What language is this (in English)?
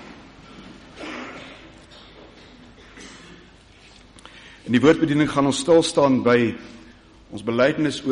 Afrikaans